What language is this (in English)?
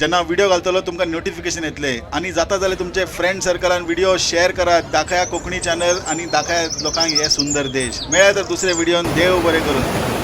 Konkani